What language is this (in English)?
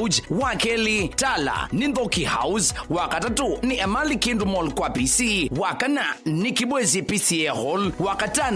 Kamba